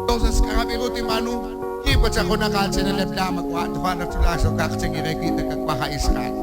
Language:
Kekchí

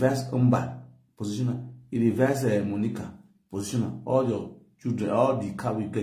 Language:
Nigerian Pidgin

